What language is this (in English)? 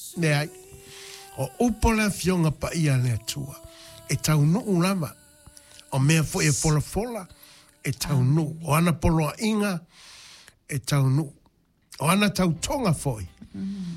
Samoan